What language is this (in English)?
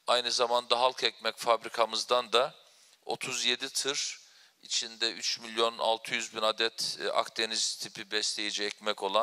Turkish